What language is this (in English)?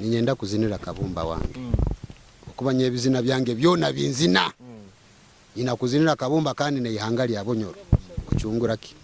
Nyoro